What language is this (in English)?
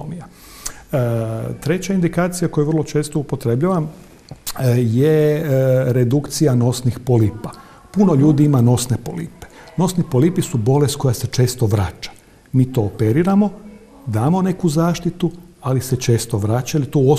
Croatian